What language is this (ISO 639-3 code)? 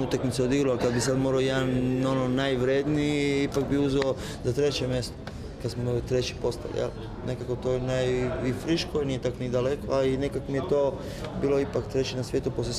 hrv